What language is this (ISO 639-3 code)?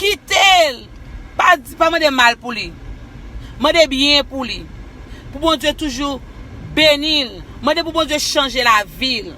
hat